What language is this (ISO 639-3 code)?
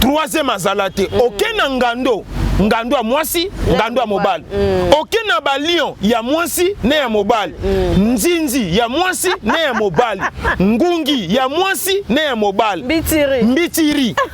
lin